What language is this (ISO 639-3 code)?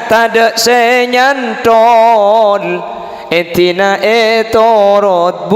mad